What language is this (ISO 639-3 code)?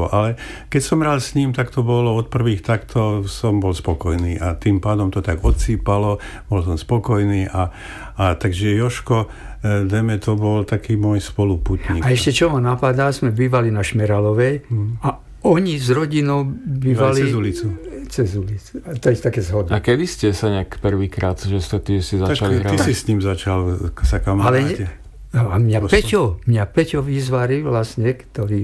slk